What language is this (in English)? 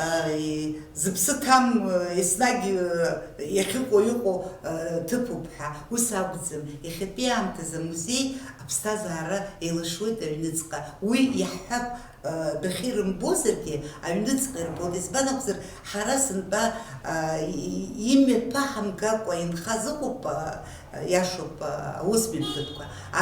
Abkhazian